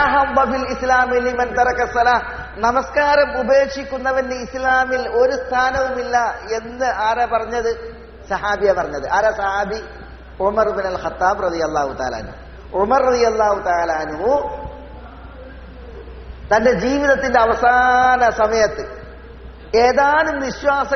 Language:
Malayalam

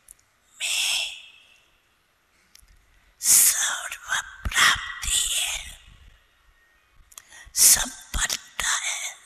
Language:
Hindi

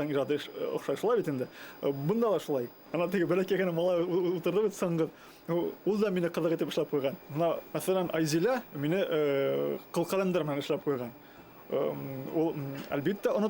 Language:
Bashkir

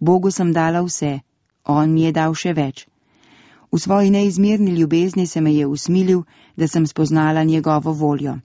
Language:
Slovenian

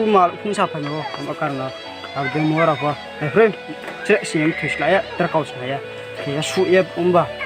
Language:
Riang (India)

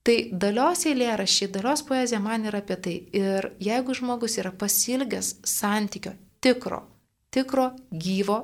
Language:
Lithuanian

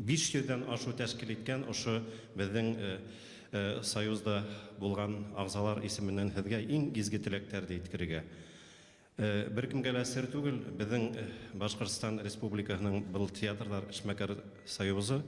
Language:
Bashkir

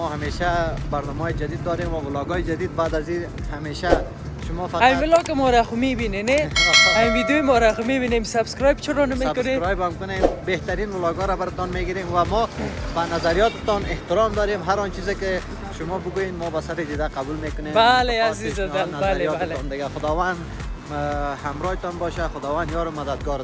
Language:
Persian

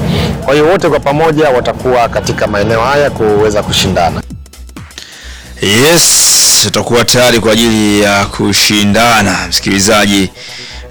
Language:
Swahili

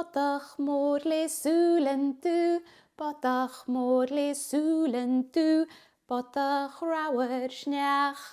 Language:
Scottish Gaelic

